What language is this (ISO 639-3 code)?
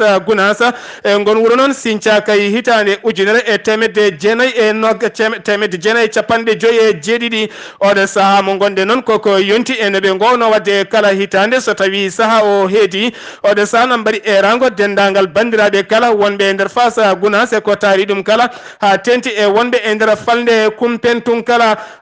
ful